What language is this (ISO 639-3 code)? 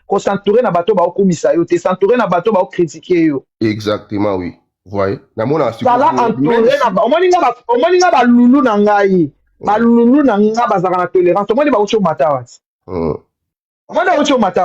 lin